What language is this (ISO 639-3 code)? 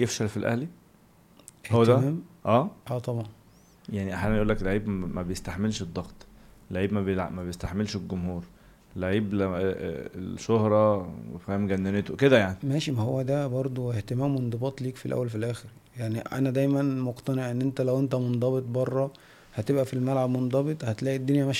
arz